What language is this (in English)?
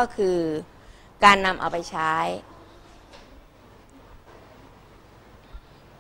Thai